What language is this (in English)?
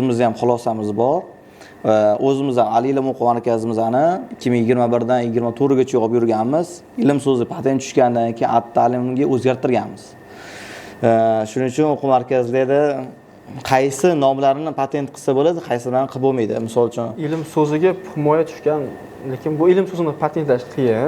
Uzbek